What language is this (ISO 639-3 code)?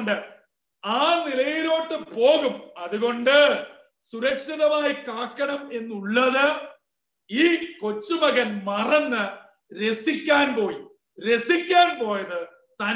mal